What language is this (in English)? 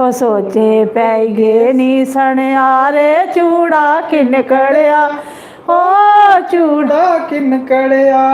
Dogri